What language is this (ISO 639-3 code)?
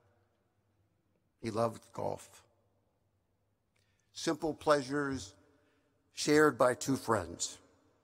eng